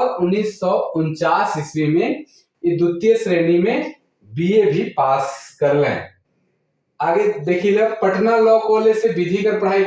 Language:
Sadri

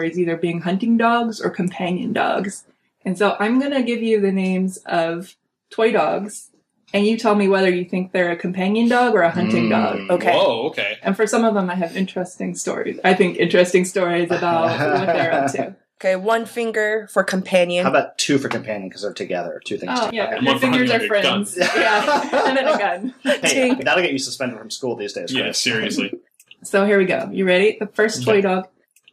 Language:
English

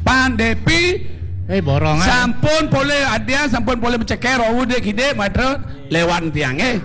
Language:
Balinese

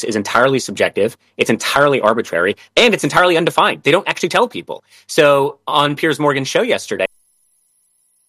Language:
English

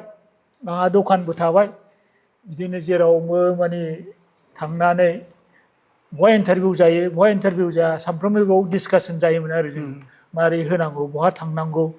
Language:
Bodo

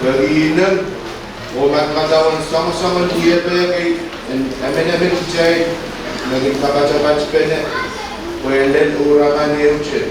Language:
Pohnpeian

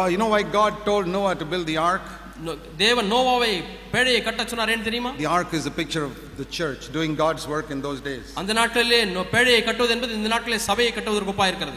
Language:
Tamil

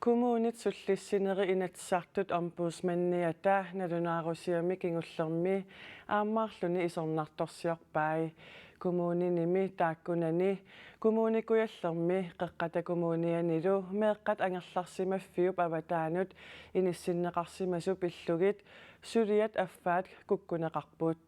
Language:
Kalaallisut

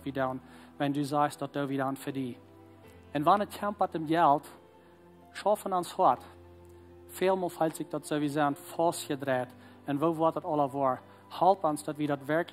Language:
Plautdietsch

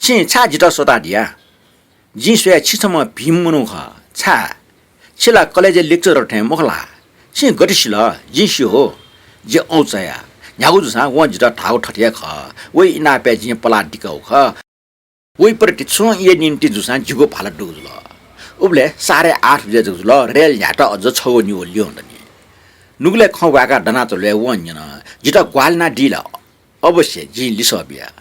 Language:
Newari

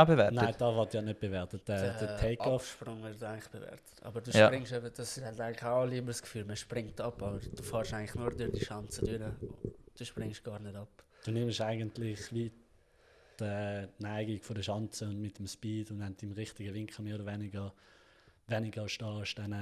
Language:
Swiss German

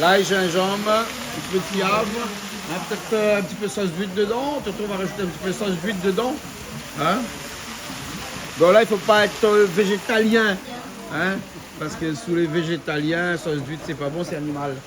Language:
Réunion Creole French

